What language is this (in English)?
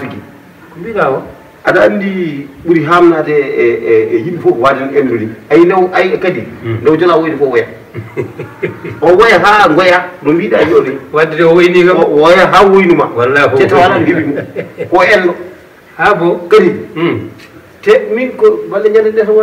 Fula